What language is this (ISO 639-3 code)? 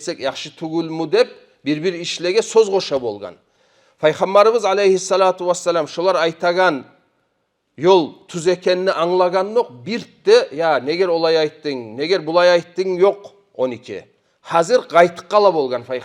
kum